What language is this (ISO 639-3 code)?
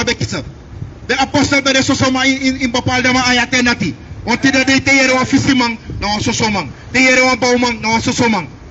srn